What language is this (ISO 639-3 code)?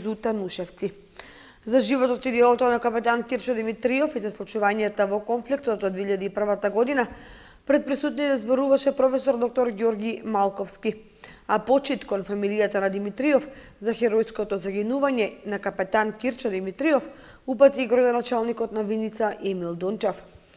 mkd